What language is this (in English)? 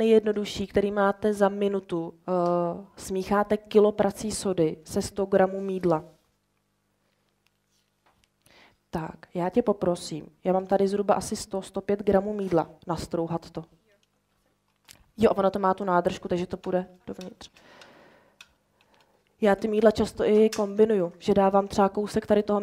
Czech